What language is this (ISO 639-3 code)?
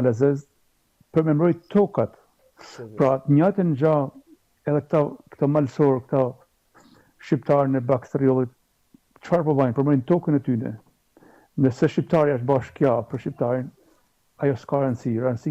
sqi